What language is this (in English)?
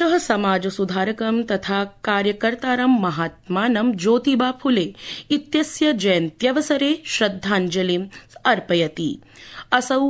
Sanskrit